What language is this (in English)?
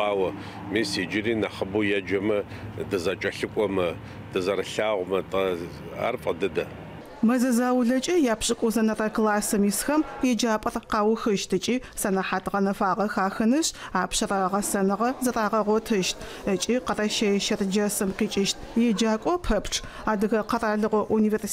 Adyghe